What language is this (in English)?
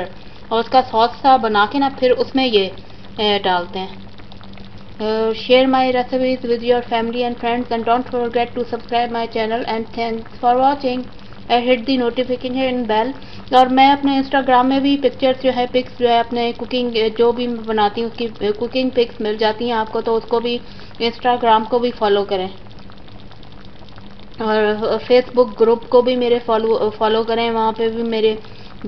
Hindi